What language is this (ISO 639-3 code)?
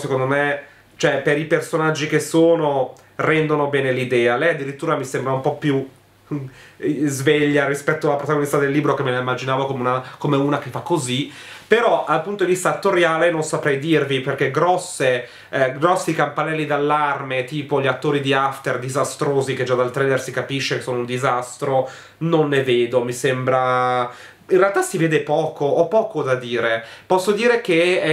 ita